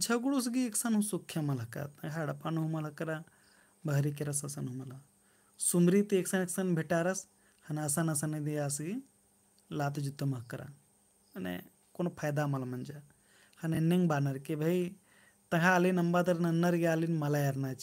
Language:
Kurukh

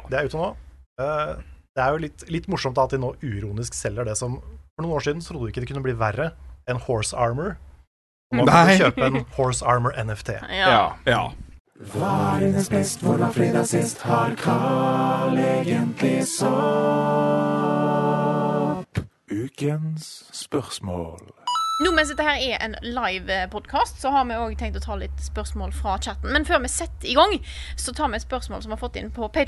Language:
Norwegian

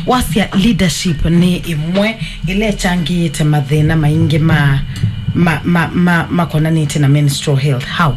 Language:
Kamba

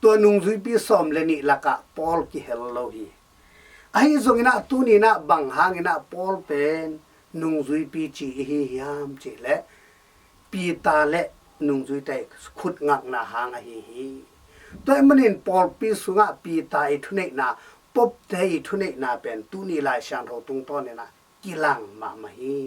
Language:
Tedim Chin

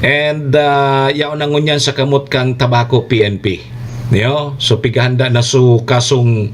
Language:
Bikol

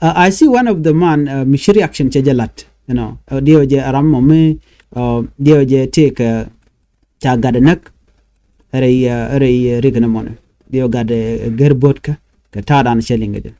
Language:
Nuer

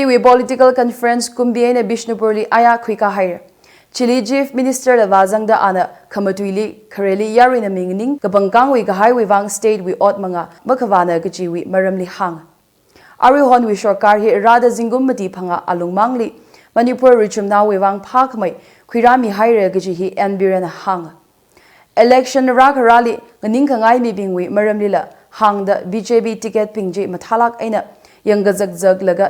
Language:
Tangkhul Naga (India)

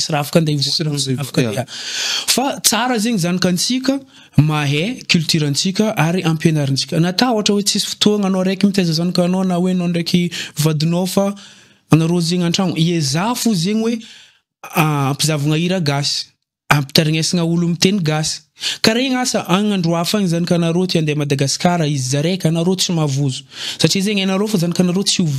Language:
Malagasy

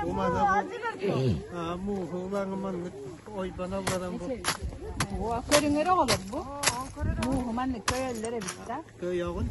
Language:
Yakut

